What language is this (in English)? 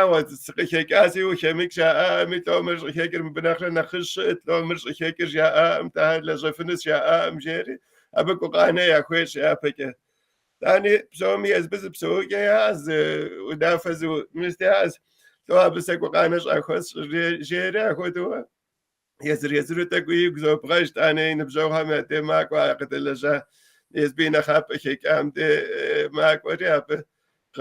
Kabardian